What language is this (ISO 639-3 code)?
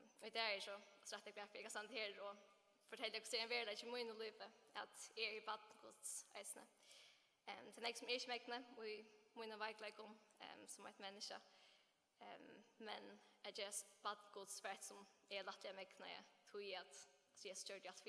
fao